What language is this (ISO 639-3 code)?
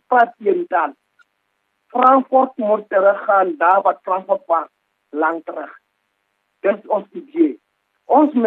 afr